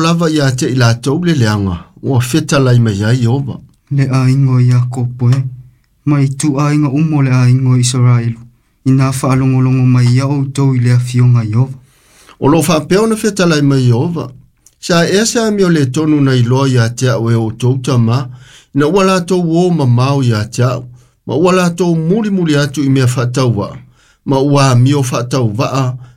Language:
Samoan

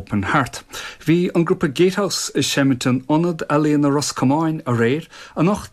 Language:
Irish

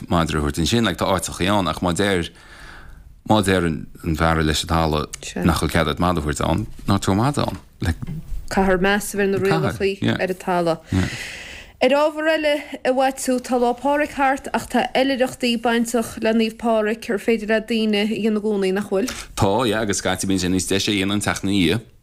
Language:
Irish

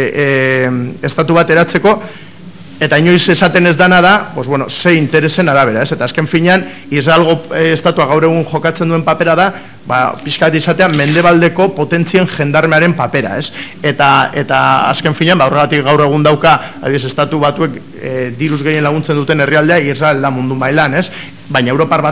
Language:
Basque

